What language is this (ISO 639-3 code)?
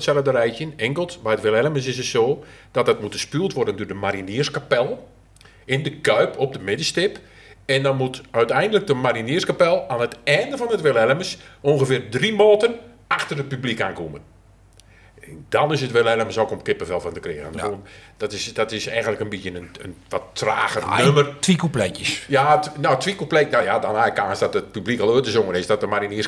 nld